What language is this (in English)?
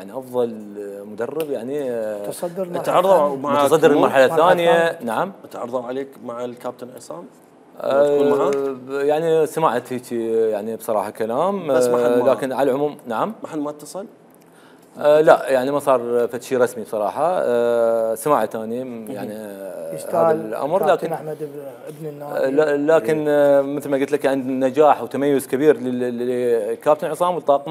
Mesopotamian Arabic